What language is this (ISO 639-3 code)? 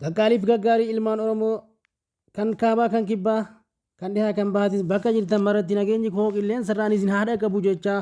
orm